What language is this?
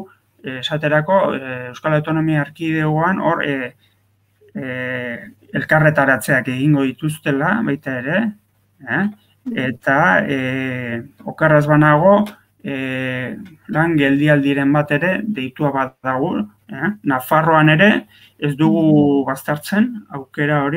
Basque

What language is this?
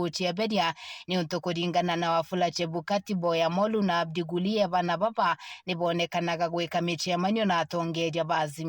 Meru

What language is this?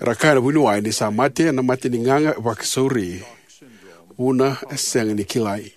Fijian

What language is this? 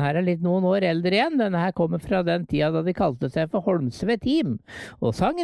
Norwegian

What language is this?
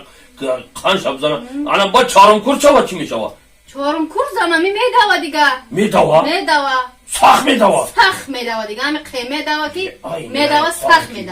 Tajik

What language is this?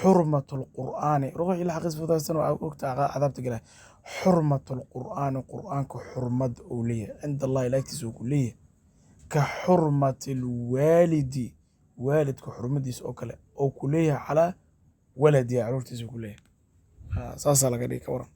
Somali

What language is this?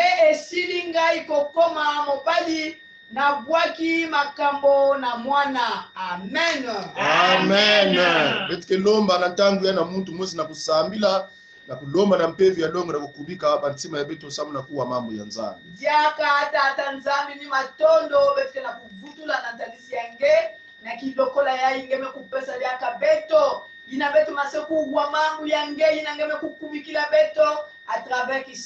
Kongo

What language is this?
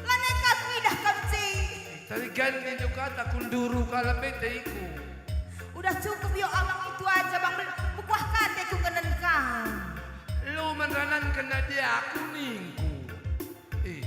Batak Karo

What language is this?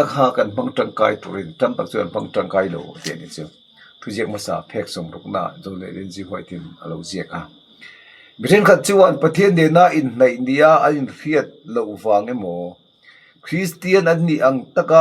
Mizo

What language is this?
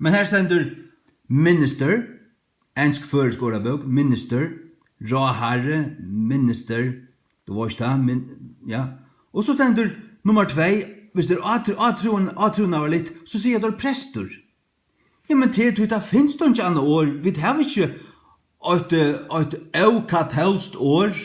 Faroese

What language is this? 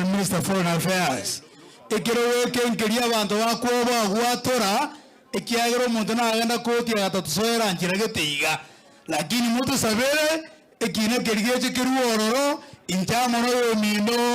Gusii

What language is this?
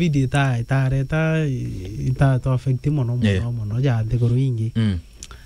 Meru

